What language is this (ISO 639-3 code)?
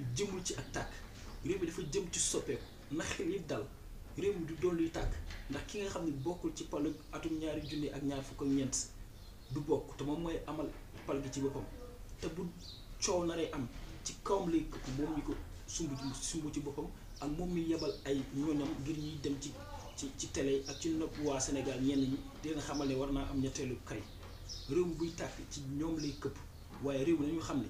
wol